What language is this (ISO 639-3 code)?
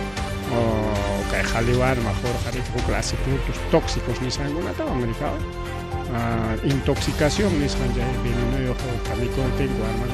quy